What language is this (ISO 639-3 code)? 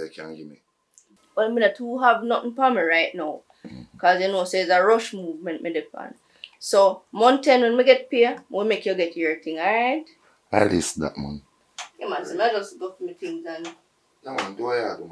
jam